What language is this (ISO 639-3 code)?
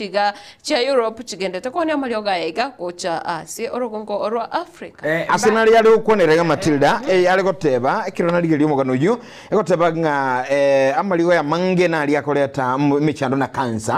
guz